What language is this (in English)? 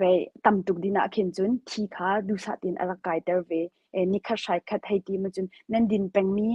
Hakha Chin